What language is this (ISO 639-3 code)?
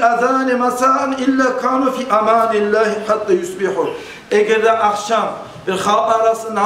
kum